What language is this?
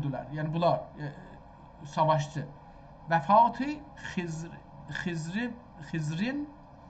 South Azerbaijani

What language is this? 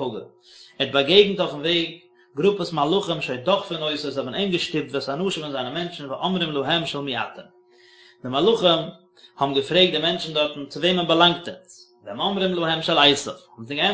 Yiddish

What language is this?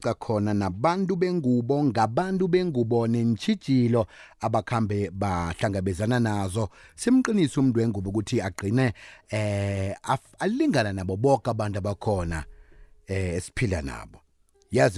South Ndebele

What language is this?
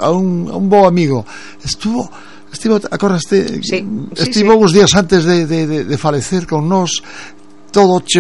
Galician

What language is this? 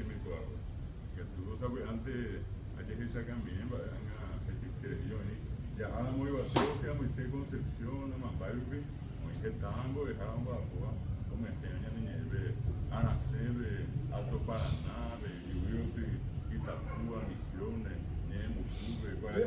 Guarani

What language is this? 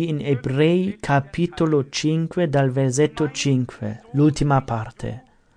Italian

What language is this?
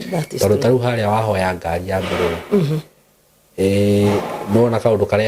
Kikuyu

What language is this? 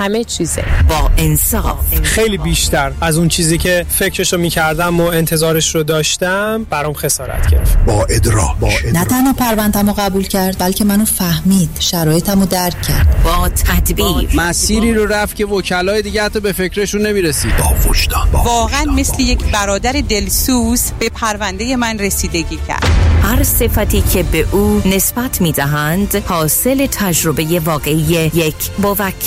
Persian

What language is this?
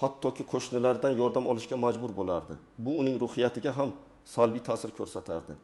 Uzbek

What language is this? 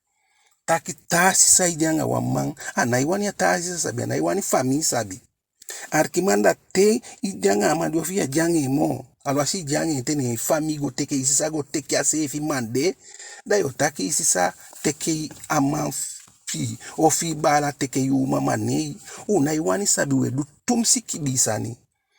Eastern Maroon Creole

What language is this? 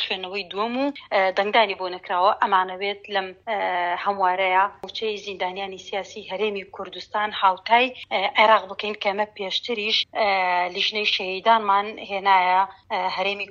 Central Kurdish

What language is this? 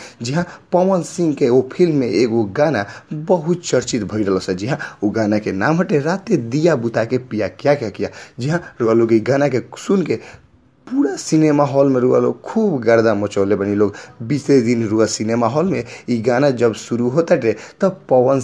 Bhojpuri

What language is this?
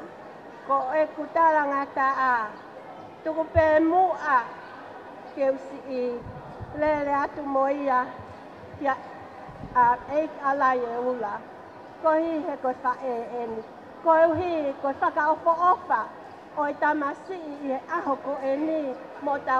Tongan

